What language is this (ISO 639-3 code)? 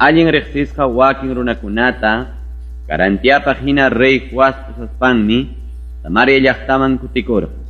quy